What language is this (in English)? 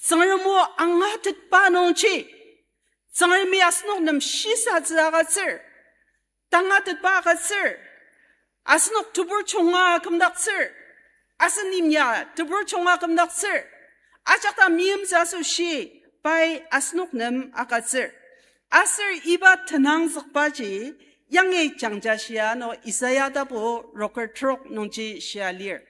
Ao Naga